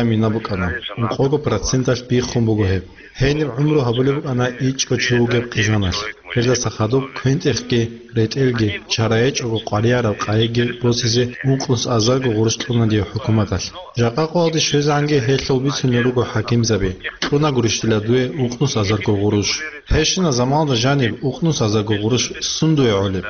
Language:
Avaric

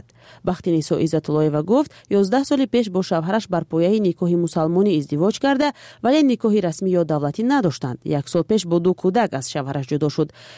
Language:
Persian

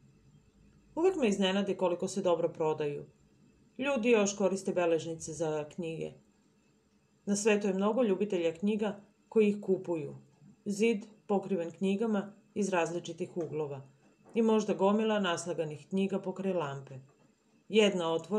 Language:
Serbian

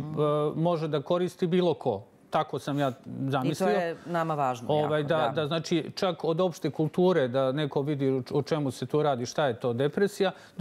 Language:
Serbian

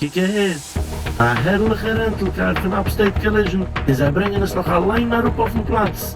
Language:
Yiddish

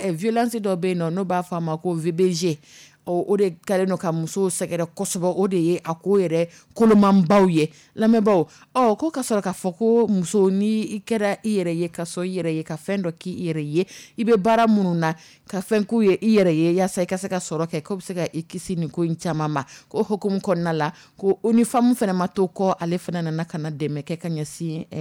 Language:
Dyula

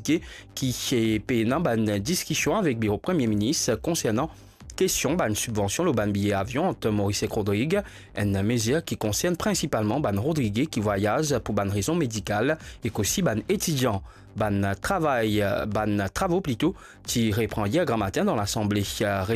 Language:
Morisyen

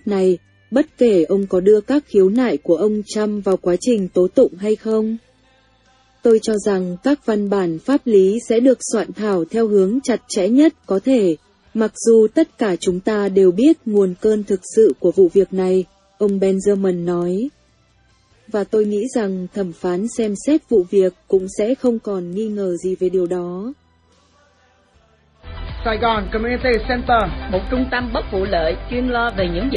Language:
Vietnamese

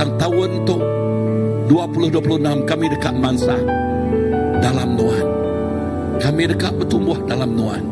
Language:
Iban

